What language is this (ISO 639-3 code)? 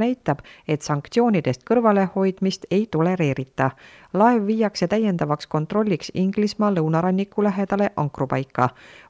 est